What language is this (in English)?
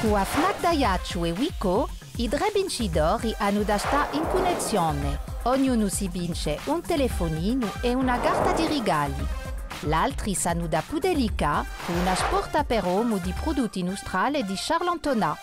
Corsican